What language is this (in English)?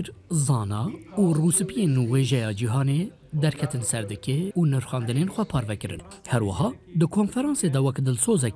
Kurdish